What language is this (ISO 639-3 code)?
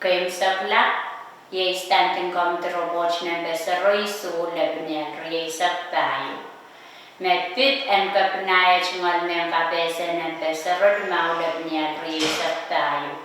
pon